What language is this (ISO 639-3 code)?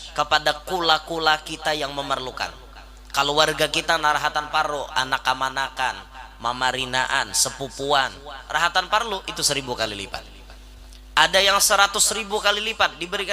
bjn